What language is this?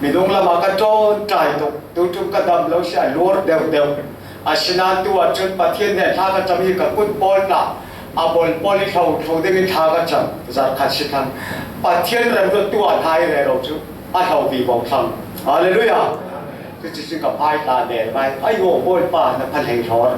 Falam Chin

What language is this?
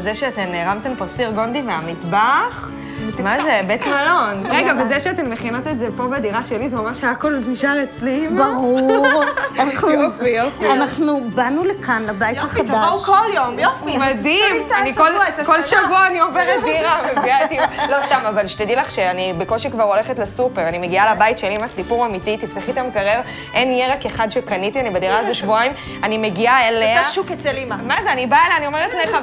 Hebrew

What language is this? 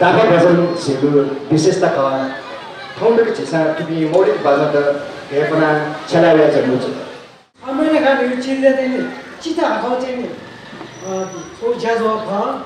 Newari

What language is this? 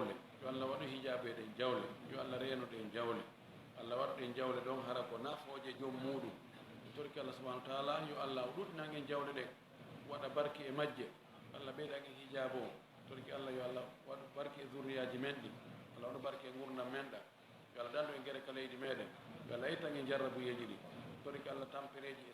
Fula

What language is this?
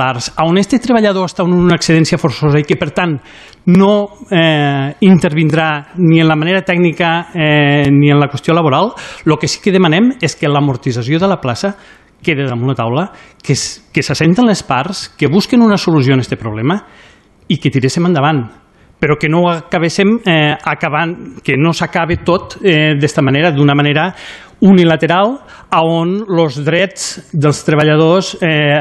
Catalan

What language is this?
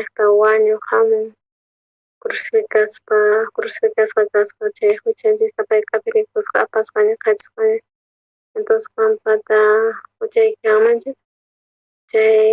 South Bolivian Quechua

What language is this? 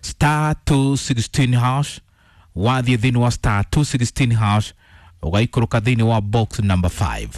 Kikuyu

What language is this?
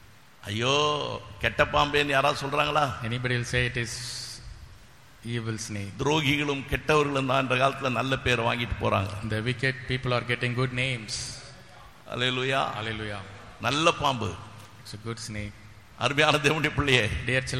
Tamil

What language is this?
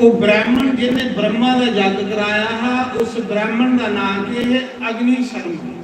Dogri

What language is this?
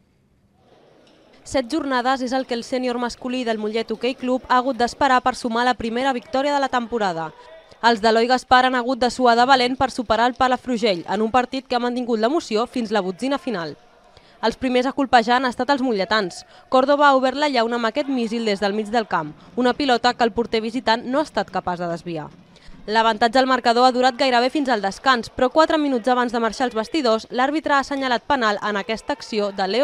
Catalan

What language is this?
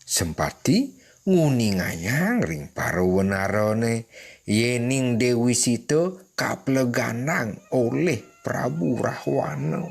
Balinese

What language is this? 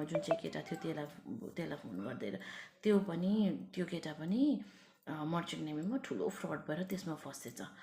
Nepali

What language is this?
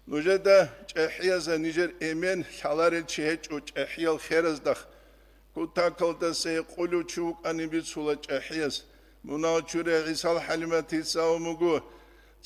Avaric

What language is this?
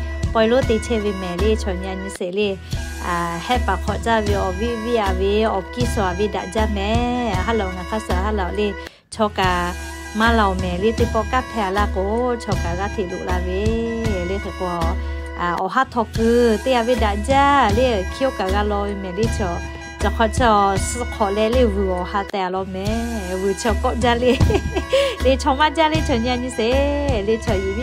Lahu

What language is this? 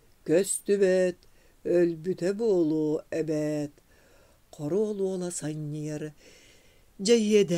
Yakut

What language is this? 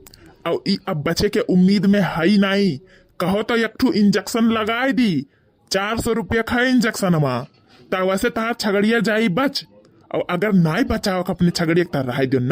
Awadhi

